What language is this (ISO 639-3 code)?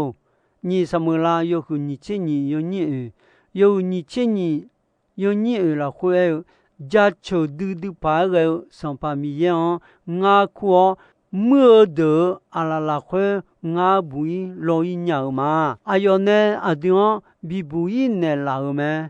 ahk